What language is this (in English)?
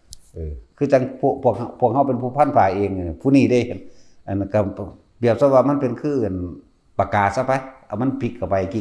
Northeastern Thai